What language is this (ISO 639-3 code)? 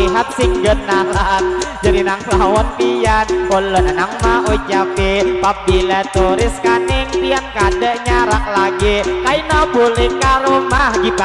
bjn